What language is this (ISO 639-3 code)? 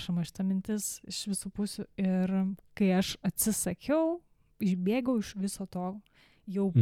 lit